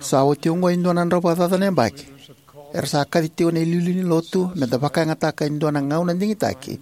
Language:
Fijian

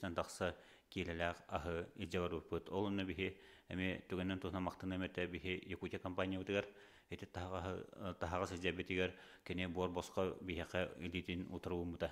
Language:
Yakut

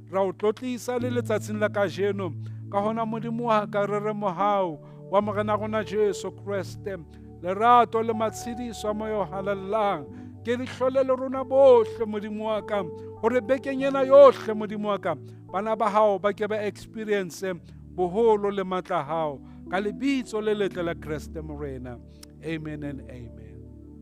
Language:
Southern Sotho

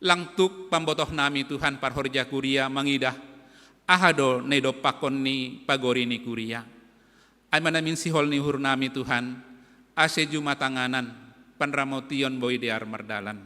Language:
Batak Simalungun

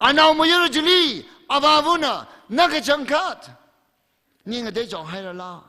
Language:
Tangkhul Naga (India)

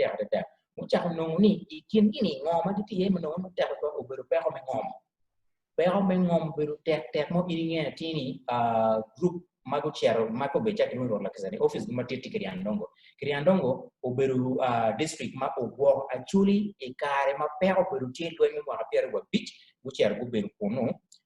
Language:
Acoli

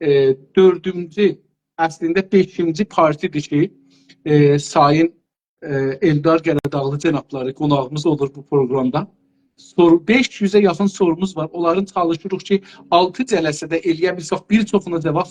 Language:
South Azerbaijani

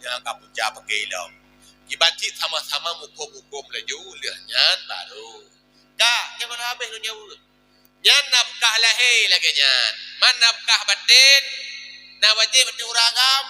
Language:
Achinese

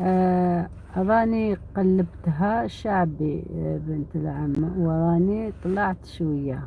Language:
Algerian Arabic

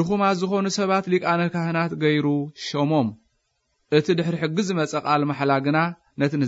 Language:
Tigrinya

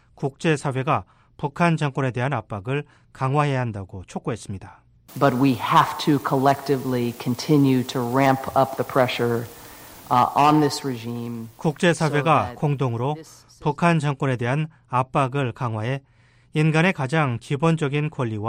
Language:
Korean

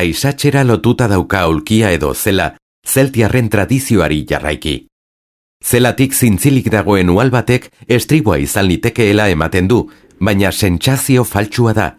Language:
Basque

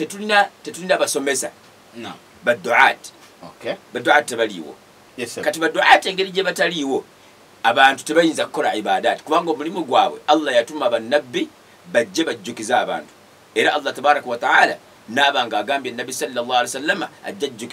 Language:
Ganda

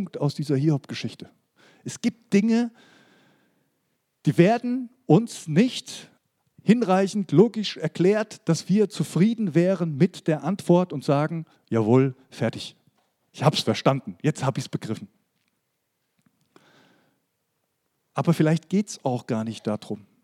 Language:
German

